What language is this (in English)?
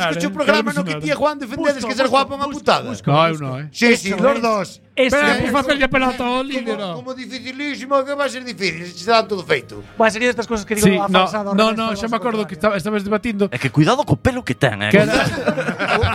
Galician